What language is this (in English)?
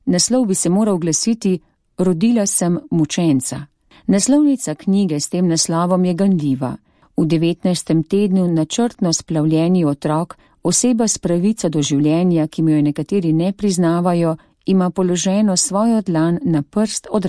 Slovenian